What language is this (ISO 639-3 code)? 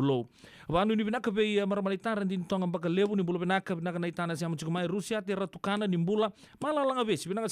fij